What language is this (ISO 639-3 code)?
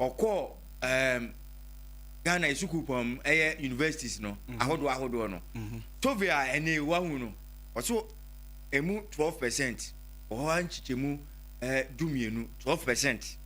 aka